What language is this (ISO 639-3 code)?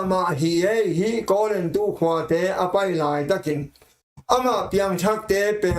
ctd